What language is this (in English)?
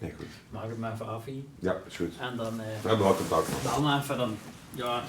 Limburgish